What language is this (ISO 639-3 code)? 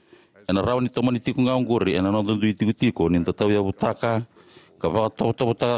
fij